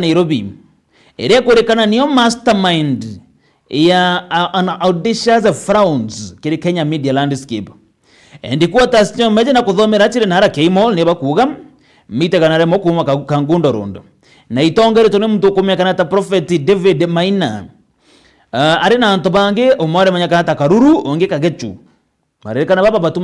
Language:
Meru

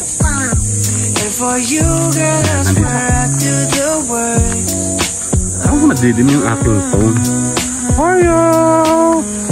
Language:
Filipino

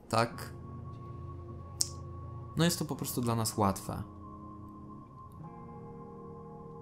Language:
Polish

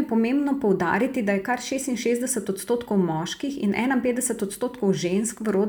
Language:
Slovenian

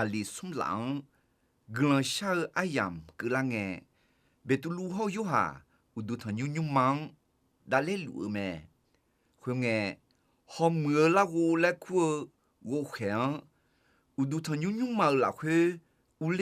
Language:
Akha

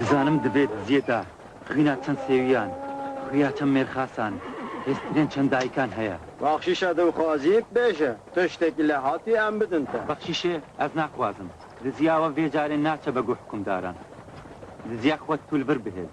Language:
Kurdish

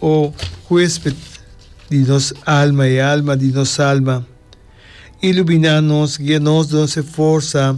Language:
Papiamento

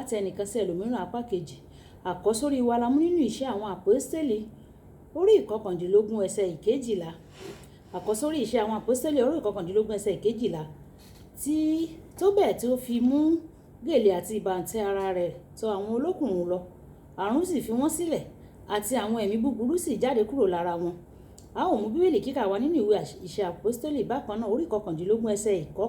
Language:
Yoruba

